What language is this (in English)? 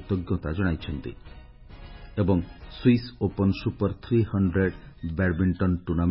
Odia